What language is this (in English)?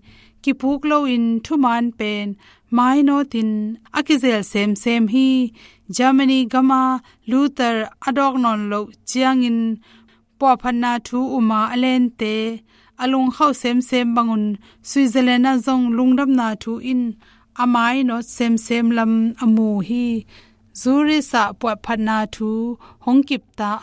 Tedim Chin